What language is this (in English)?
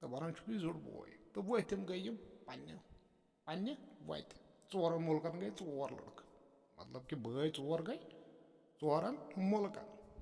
Kashmiri